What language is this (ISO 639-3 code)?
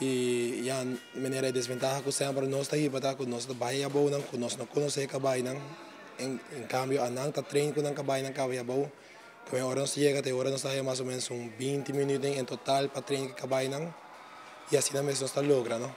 pap